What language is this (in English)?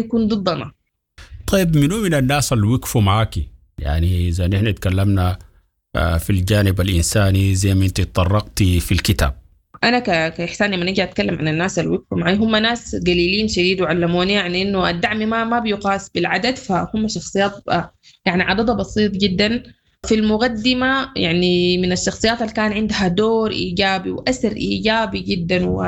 Sudanese Arabic